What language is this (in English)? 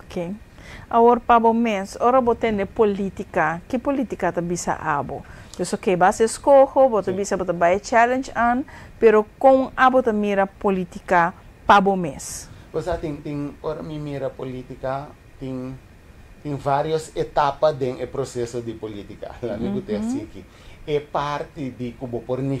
Papiamento